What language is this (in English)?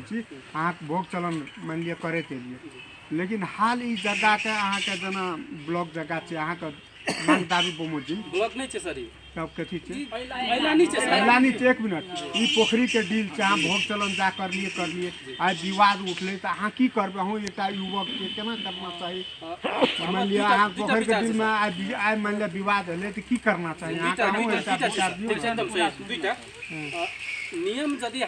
Maithili